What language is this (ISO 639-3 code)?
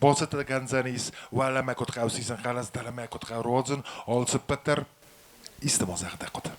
oss